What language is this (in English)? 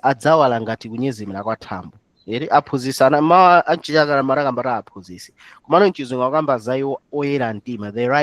Nyanja